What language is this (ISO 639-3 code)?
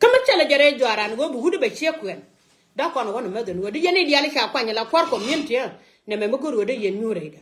nus